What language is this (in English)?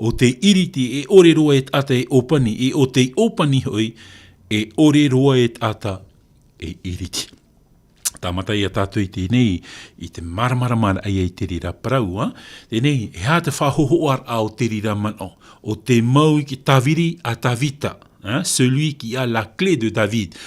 Tahitian